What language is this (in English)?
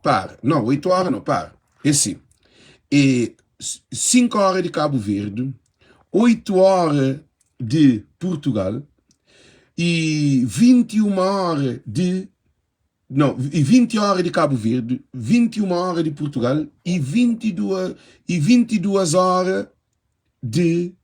Kabuverdianu